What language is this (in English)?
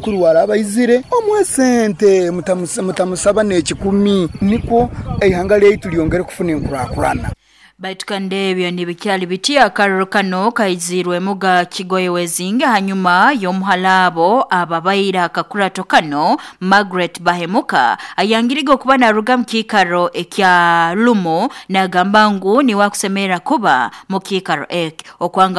Nyoro